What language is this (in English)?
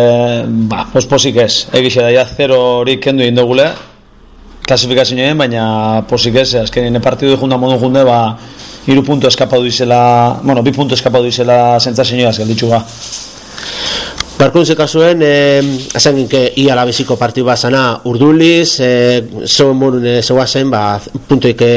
Basque